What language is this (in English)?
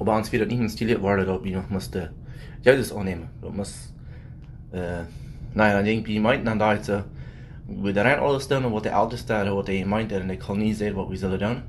Plautdietsch